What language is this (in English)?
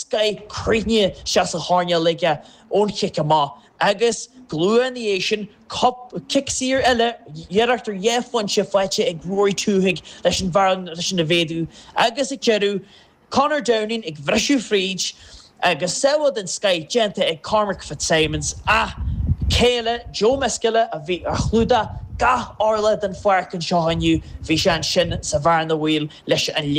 Irish